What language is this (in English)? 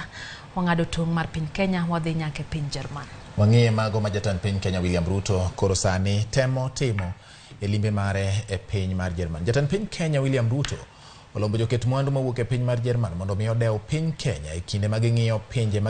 Luo (Kenya and Tanzania)